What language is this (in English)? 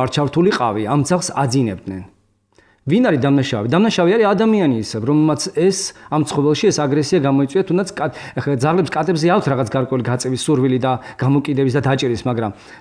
Georgian